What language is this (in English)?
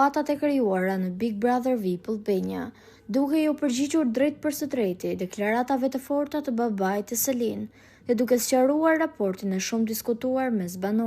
Albanian